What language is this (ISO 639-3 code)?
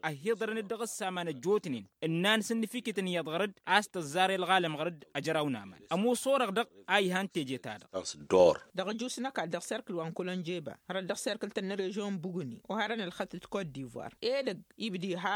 taq